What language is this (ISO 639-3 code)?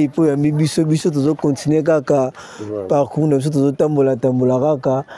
lin